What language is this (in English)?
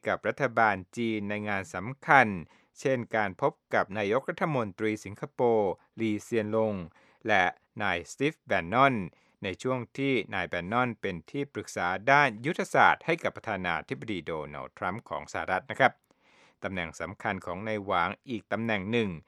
Thai